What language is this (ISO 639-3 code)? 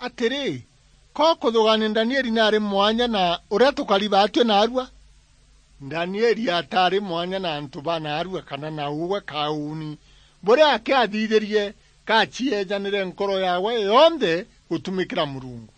mer